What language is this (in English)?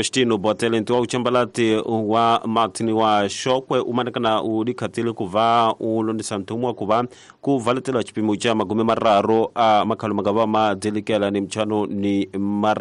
Tsonga